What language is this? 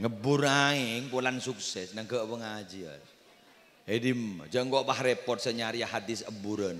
Madurese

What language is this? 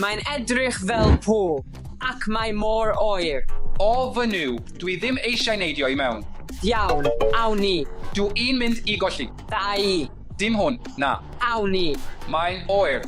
Welsh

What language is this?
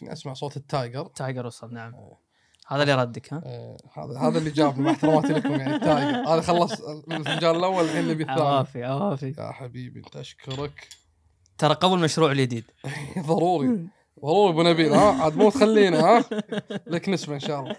Gulf Arabic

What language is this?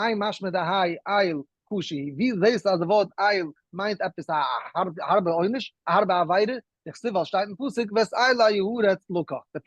Yiddish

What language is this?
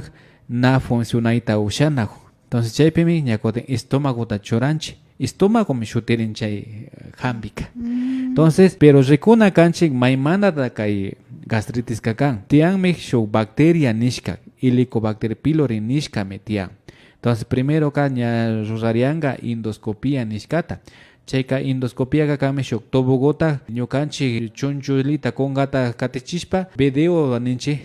Imbabura Highland Quichua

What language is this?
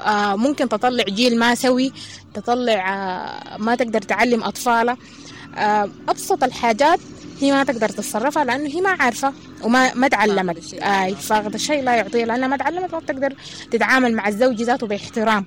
Sudanese Arabic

